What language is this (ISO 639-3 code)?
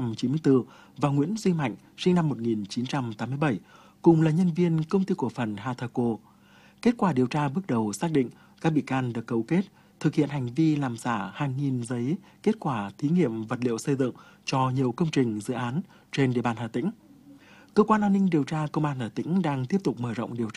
vie